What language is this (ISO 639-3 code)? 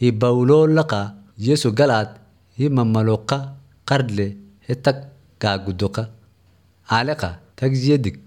aze